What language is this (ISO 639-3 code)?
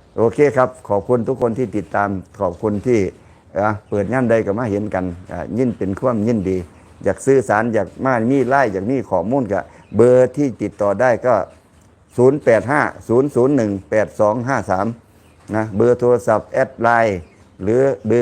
lao